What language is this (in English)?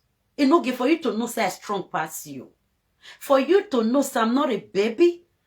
Nigerian Pidgin